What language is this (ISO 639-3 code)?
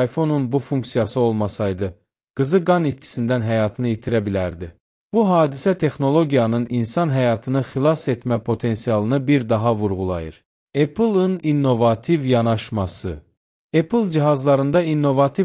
aze